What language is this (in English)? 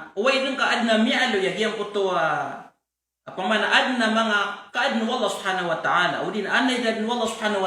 Maranao